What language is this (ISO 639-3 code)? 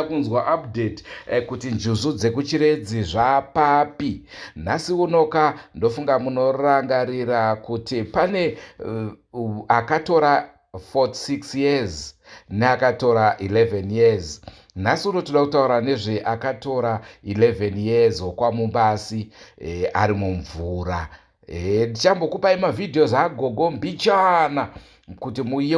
sna